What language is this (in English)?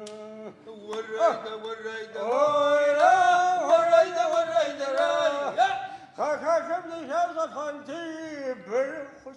Adyghe